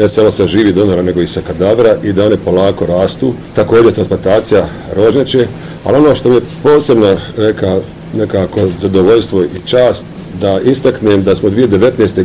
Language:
Bosnian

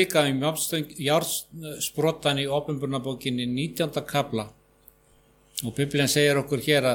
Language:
Icelandic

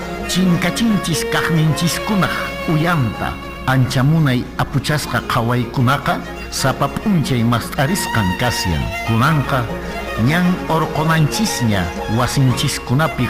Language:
Quechua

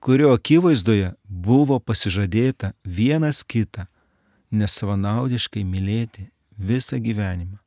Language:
Lithuanian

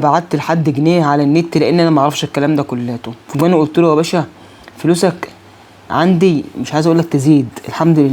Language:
Egyptian Arabic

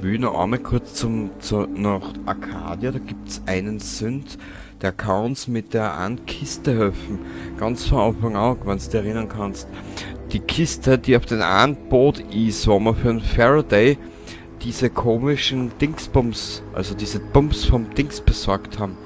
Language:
Bavarian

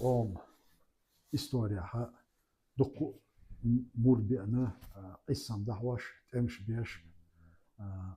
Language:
Chechen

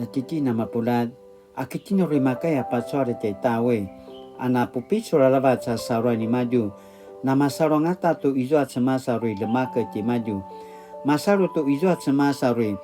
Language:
Paiwan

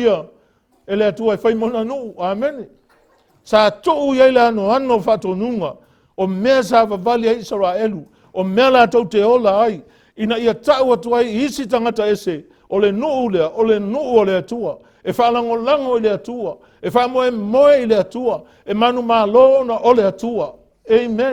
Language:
Samoan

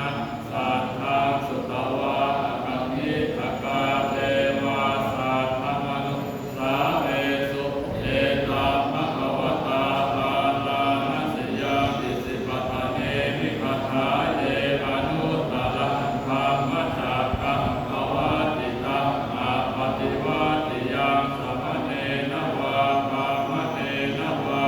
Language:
Pali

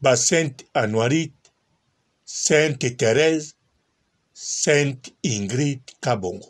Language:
Lingala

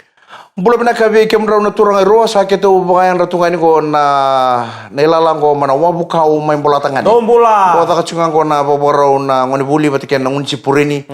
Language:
Fijian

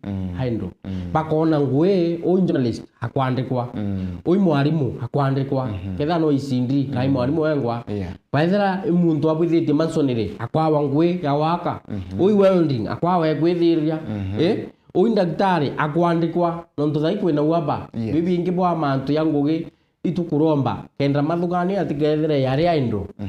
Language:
Meru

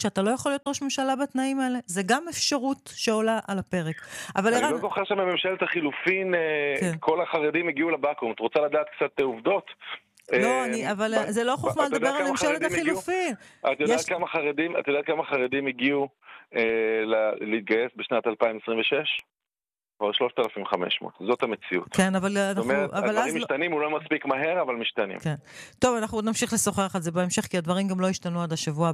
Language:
Hebrew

